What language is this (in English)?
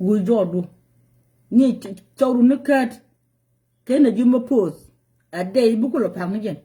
Nuer